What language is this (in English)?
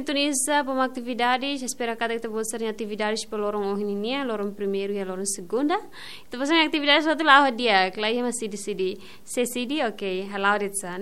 Tetum